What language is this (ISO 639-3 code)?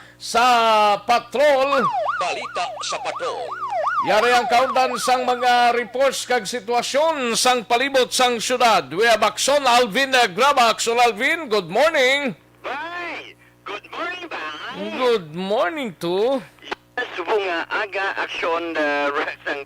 hil